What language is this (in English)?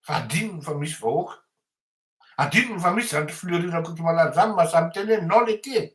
Malagasy